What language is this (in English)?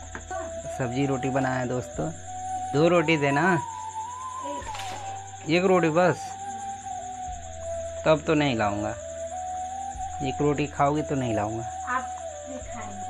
Hindi